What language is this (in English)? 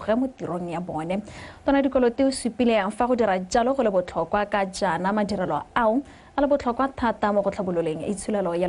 Tswana